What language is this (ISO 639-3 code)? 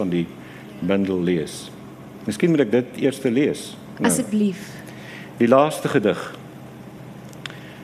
afr